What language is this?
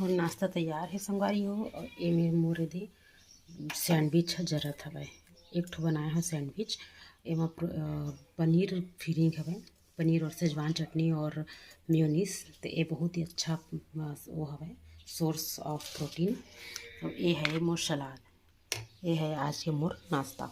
Chhattisgarhi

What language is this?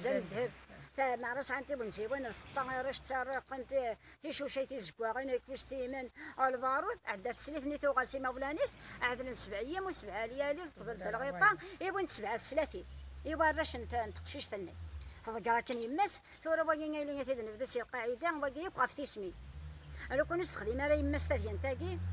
Kabyle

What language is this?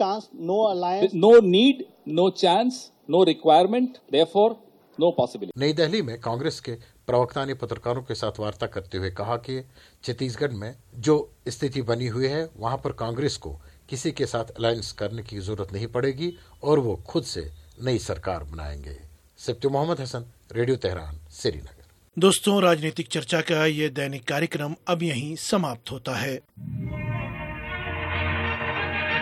Hindi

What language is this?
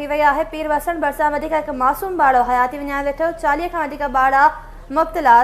Sindhi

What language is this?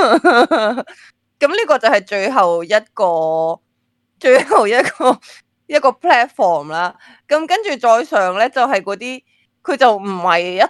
Cantonese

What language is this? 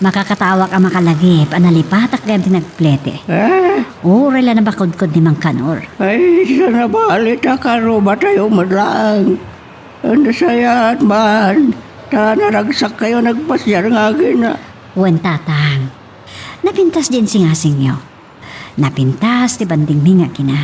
Iloko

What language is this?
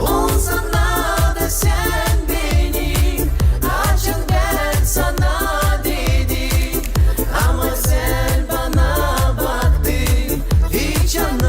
Gagauz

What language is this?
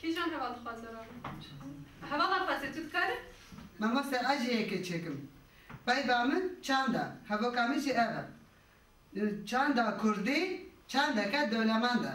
Kurdish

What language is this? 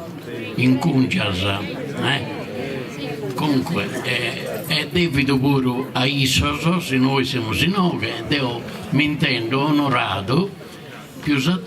Sardinian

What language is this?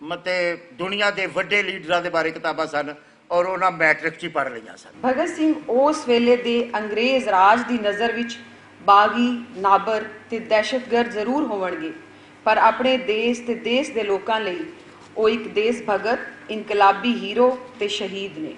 Western Panjabi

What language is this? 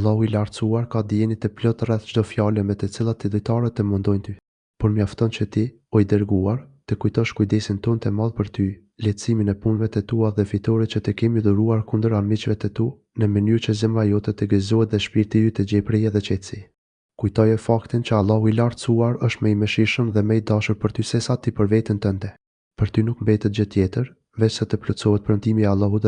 Albanian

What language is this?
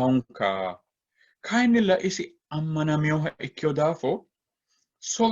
Sidamo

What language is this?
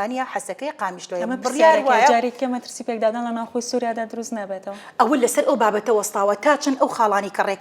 Central Kurdish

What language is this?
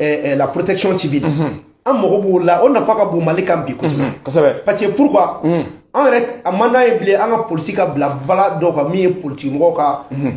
Bambara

